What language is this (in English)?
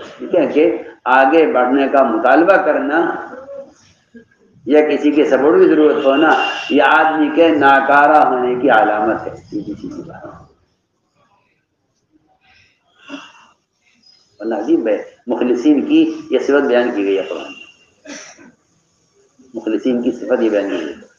Urdu